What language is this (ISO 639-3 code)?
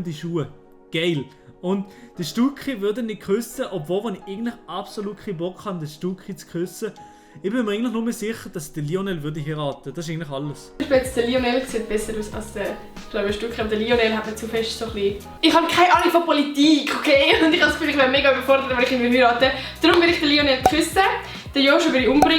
gsw